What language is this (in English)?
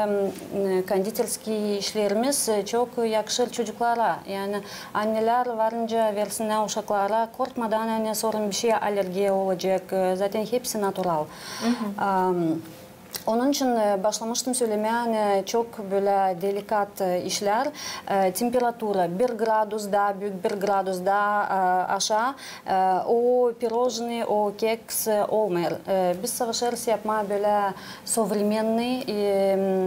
Gagauz